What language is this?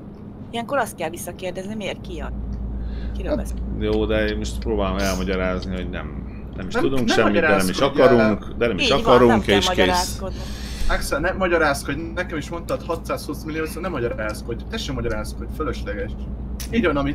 Hungarian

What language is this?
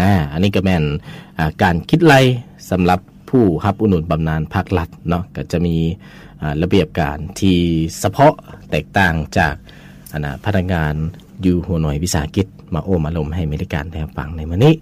Lao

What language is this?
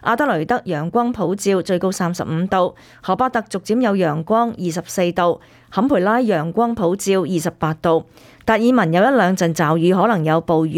Cantonese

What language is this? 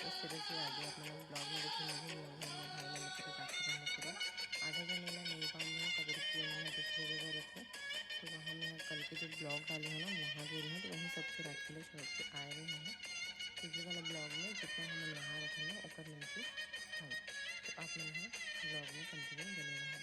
Chhattisgarhi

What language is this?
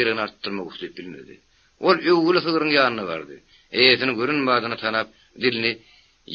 Turkmen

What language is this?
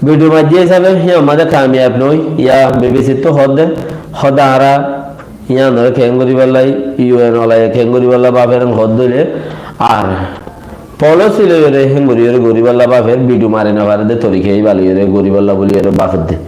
Rohingya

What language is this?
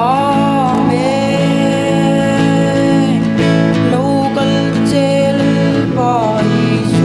Mizo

